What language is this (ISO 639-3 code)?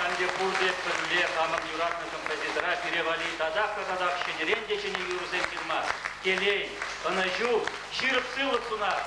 chv